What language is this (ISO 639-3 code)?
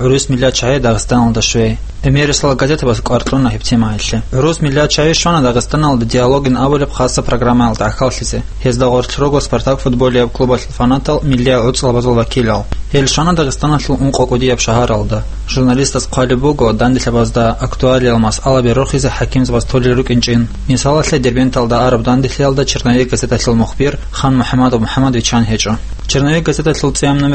ava